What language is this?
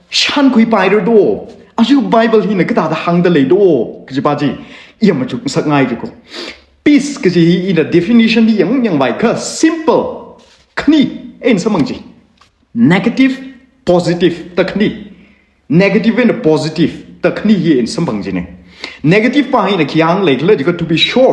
Tangkhul Naga (India)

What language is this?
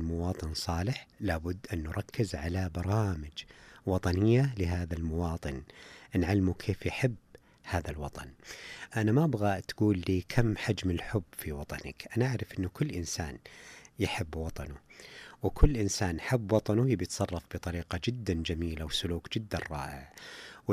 Najdi Arabic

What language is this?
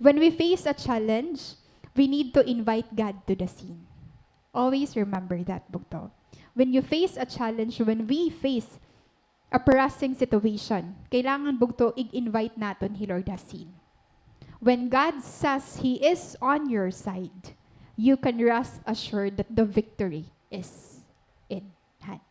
Waray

